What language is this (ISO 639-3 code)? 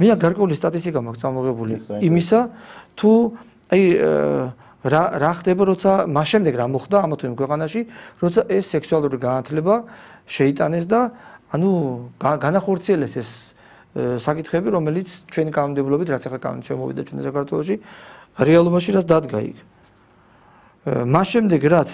kat